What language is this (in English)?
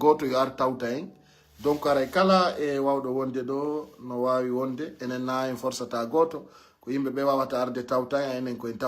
Pular